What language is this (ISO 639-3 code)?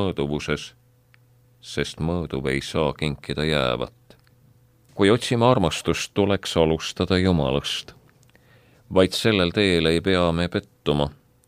est